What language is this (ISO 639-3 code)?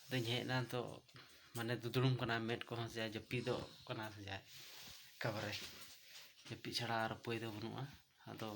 sat